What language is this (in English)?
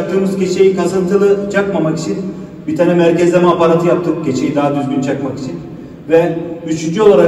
Turkish